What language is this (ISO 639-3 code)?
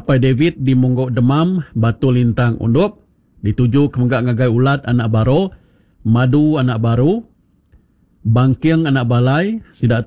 iba